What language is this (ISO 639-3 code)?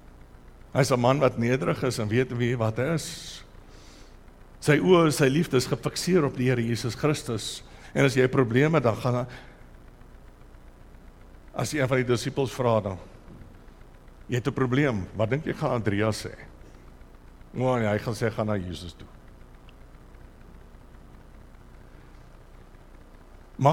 afr